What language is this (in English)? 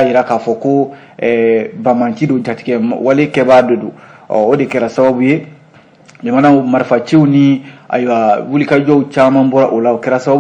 Bambara